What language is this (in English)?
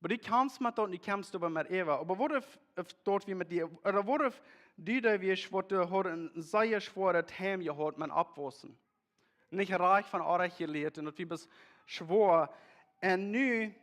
Plautdietsch